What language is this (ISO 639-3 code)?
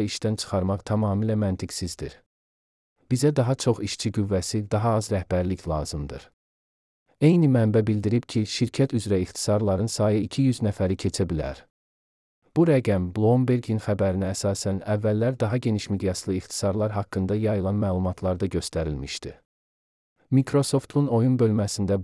aze